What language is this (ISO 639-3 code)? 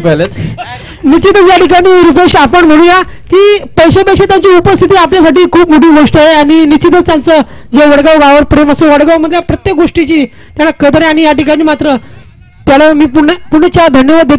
mar